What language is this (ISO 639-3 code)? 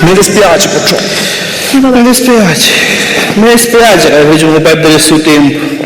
scn